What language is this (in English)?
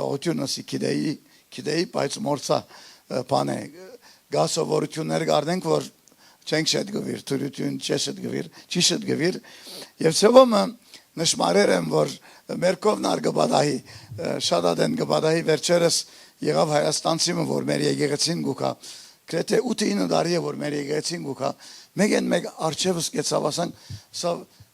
Western Armenian